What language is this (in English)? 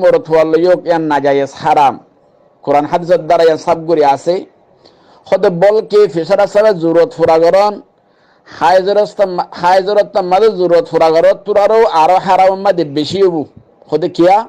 Rohingya